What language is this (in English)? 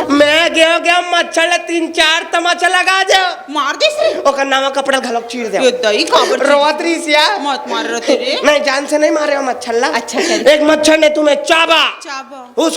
Chhattisgarhi